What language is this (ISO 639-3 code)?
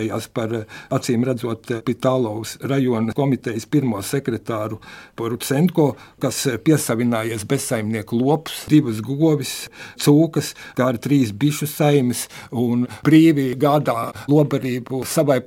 lav